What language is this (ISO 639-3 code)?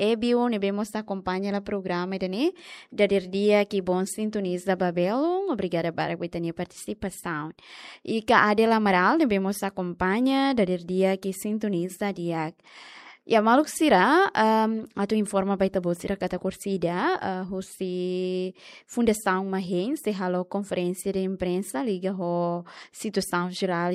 tet